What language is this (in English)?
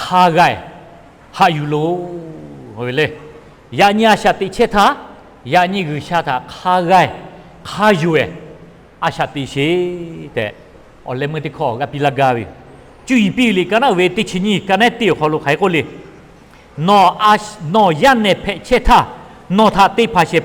Lahu